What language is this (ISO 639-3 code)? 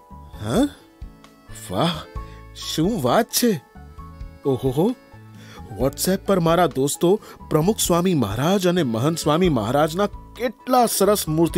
guj